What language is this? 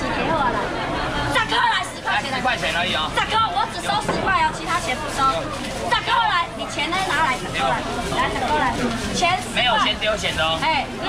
Chinese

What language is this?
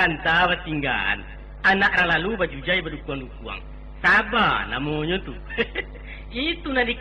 Minangkabau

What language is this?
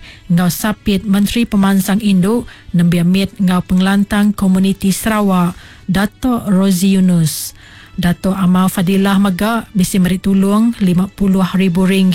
Iban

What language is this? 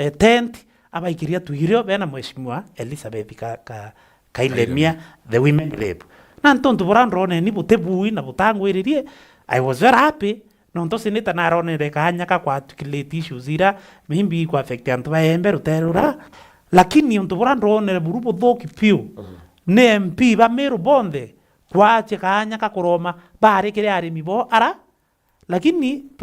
Meru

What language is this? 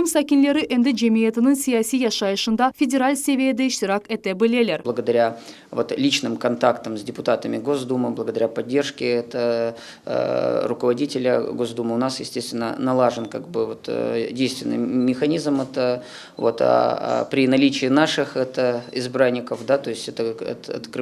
Crimean Tatar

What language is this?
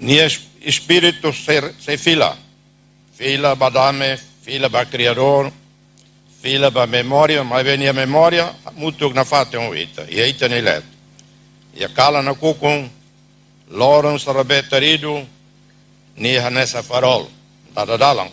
Tetum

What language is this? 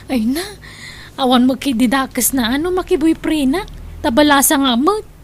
Iloko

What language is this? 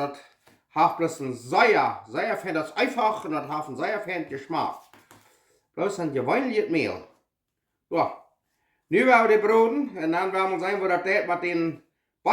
Plautdietsch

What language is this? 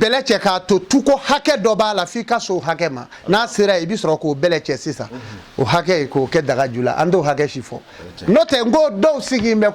Bambara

